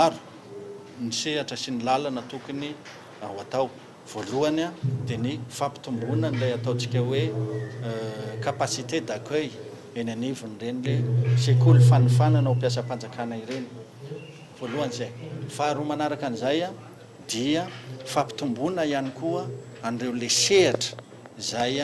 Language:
Malagasy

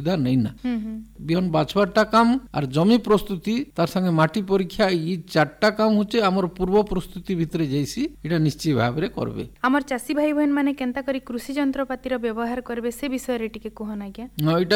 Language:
Odia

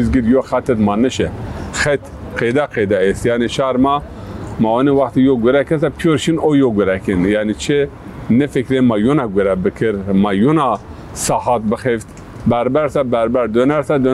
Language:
Zaza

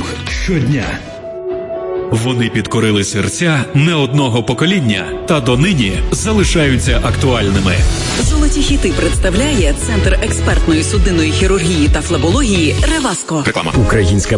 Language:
Ukrainian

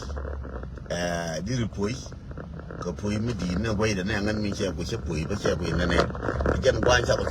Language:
Nuer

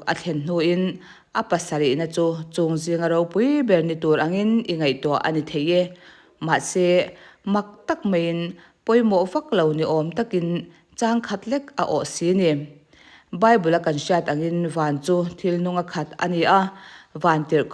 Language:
Mizo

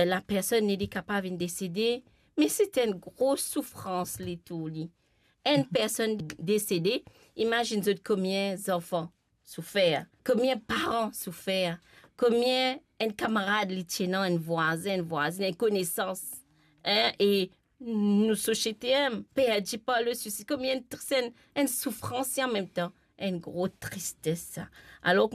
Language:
Morisyen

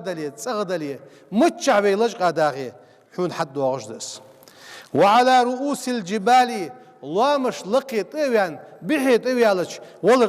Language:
Ingush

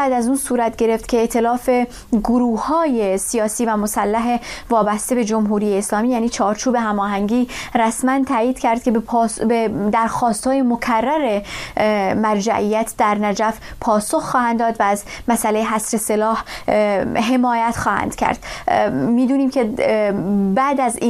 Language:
Persian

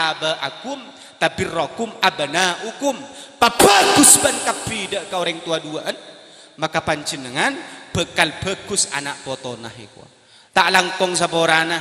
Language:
Madurese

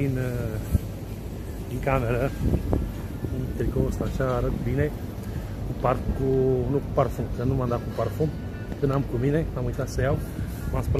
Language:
Romanian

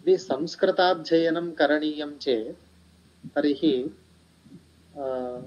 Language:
Sanskrit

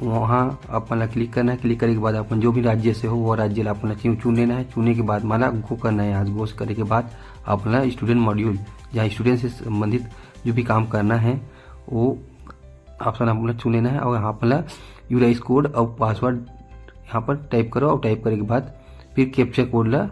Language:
Chhattisgarhi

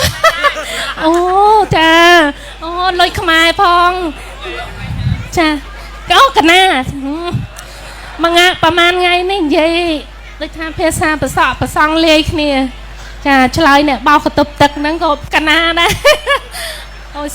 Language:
Khmer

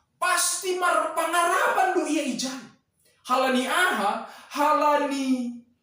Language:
Batak Simalungun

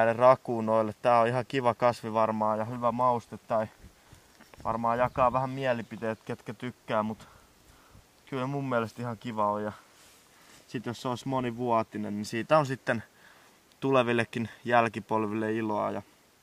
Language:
Finnish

